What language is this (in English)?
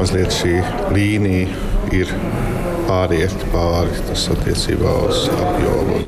Latvian